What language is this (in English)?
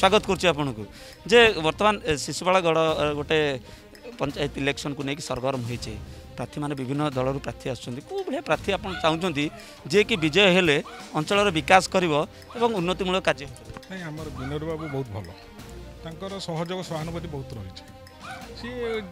Odia